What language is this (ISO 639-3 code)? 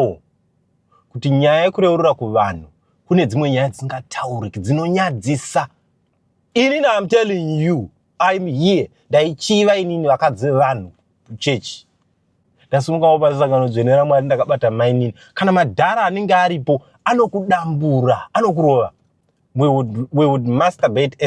sna